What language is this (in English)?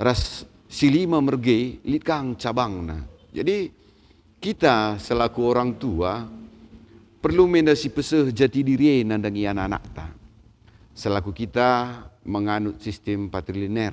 Batak Karo